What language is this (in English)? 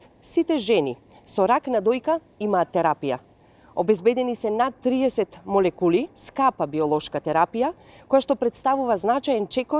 Macedonian